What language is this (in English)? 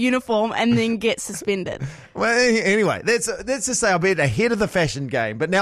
English